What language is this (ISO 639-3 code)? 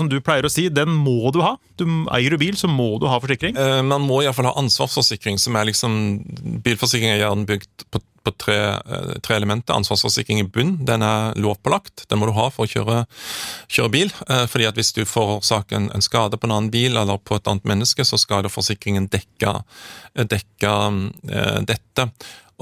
nor